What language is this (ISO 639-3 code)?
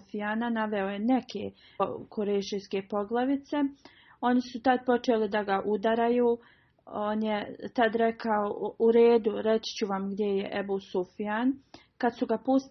bos